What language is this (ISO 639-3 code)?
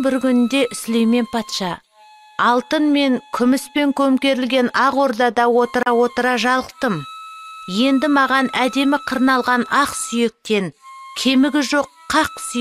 kaz